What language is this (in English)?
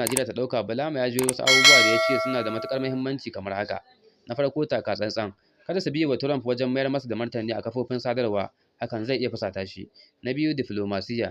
Hausa